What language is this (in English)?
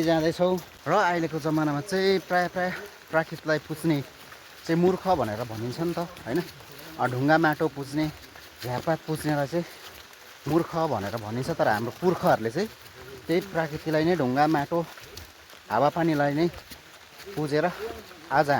Nepali